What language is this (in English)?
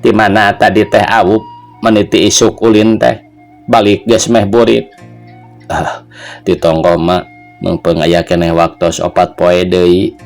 Sundanese